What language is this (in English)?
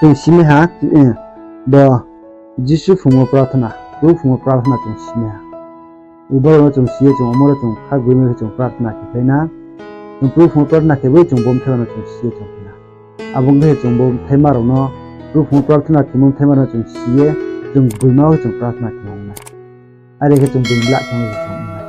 Riang (India)